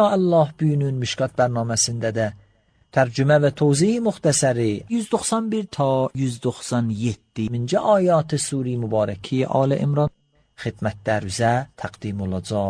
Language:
Azerbaijani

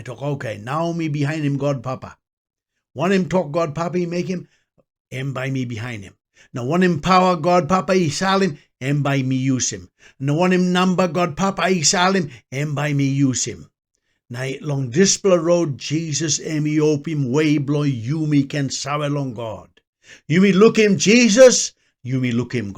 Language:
Tok Pisin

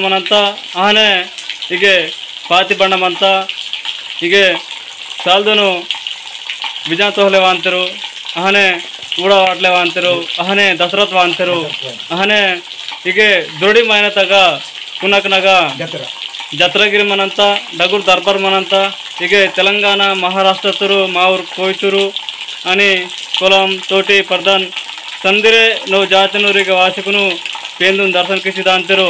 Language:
Gondi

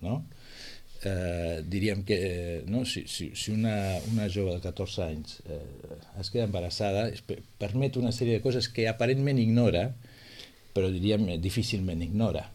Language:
Catalan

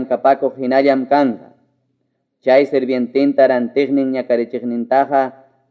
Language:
Ayacucho Quechua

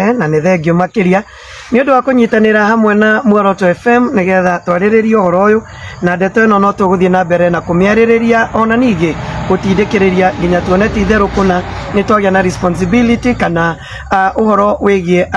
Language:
Kikuyu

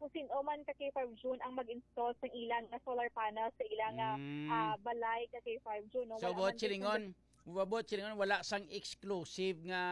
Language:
Hiligaynon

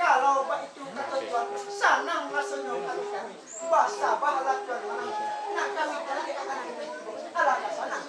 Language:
Minangkabau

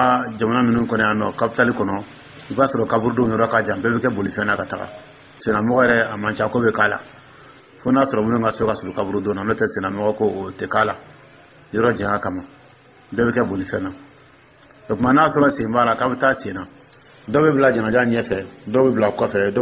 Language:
Dyula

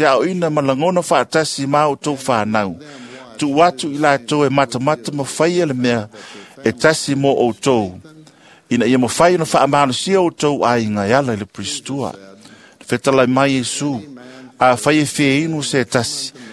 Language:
Samoan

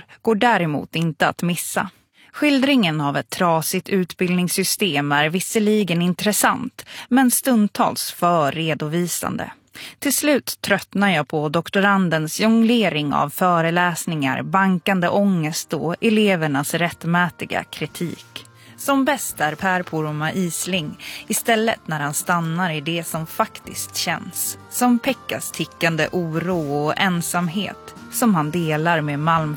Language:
Swedish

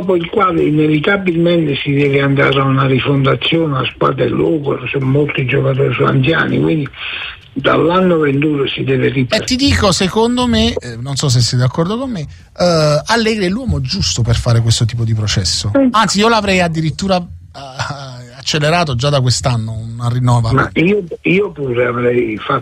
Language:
Italian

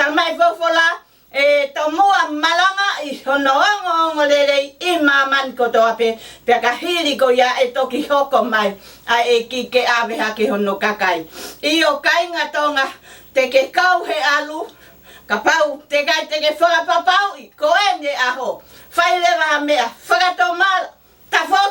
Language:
Tongan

